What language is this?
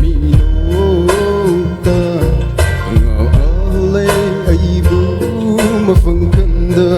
Poumei Naga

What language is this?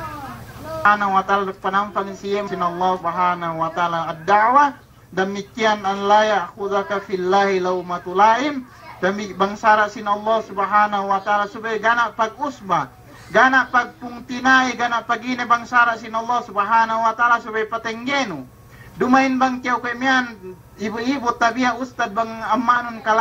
Yakan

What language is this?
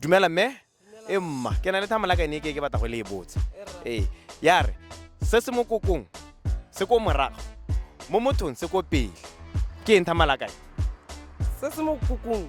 Tswana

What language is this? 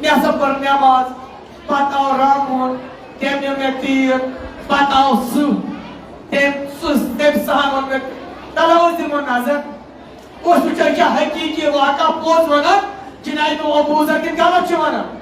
Kashmiri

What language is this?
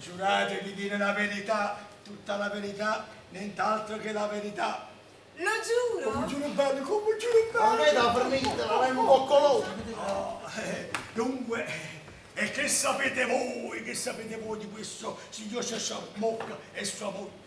Neapolitan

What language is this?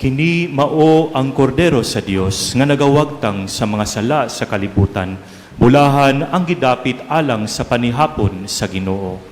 Cebuano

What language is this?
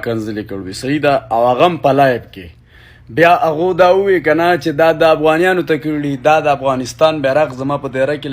Pashto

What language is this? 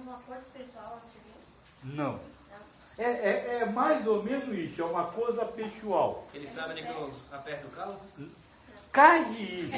Portuguese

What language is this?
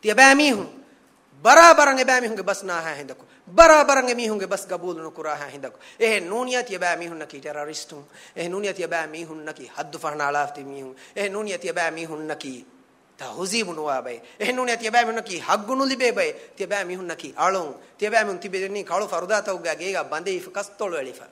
Divehi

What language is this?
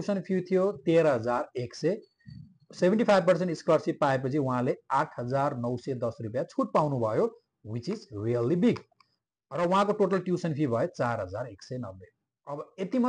Nepali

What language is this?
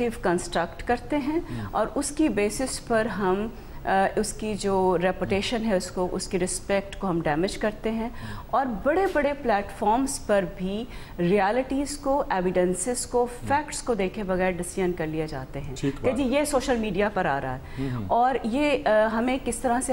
Urdu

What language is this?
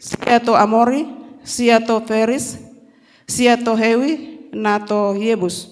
Toraja-Sa'dan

